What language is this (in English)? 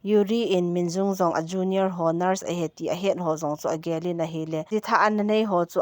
Thado Chin